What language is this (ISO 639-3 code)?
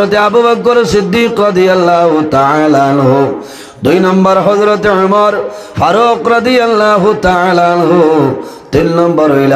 syl